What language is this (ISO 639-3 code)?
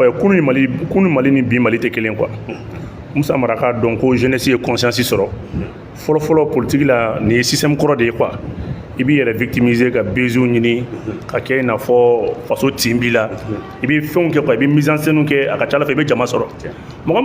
bam